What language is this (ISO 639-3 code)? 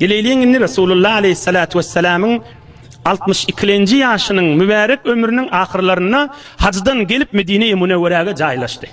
tuk